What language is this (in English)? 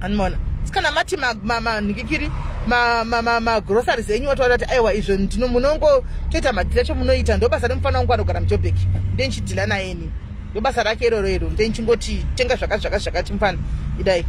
Shona